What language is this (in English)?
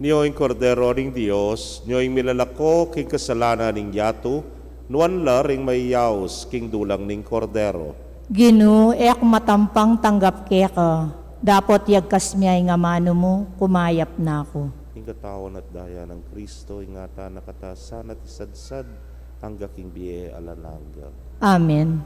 Pampanga